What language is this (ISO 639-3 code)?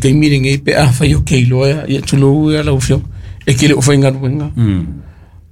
smo